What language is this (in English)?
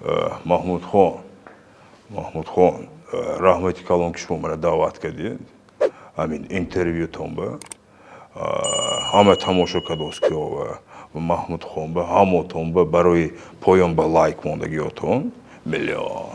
Tajik